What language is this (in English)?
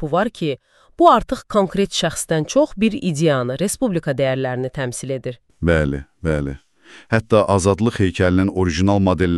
Azerbaijani